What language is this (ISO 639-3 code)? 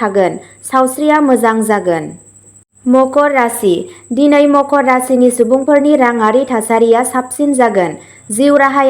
brx